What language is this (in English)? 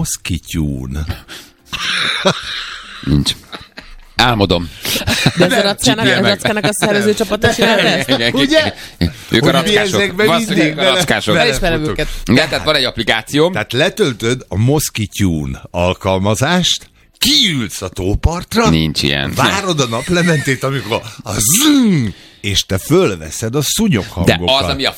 Hungarian